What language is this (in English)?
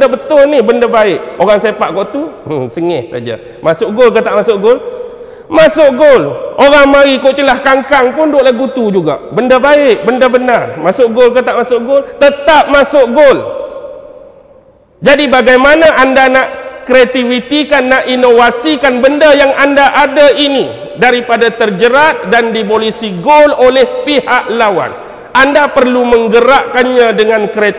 Malay